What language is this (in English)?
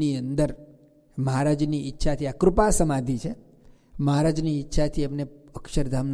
Gujarati